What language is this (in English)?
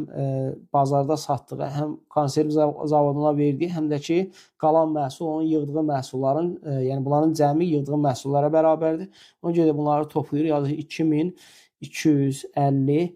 Azerbaijani